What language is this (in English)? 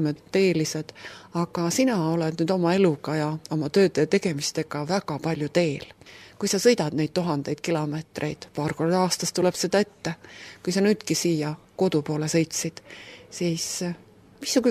Estonian